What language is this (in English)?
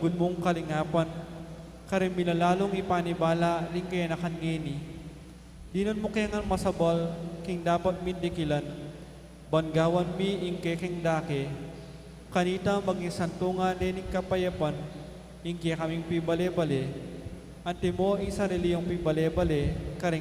Pampanga